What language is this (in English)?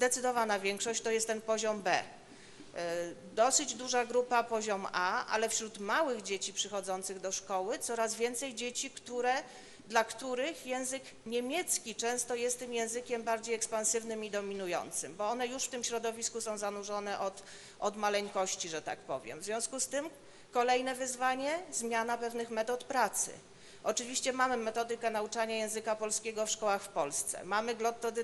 Polish